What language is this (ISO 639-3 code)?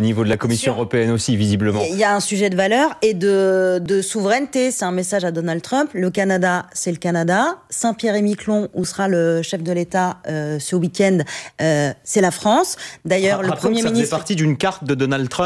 fra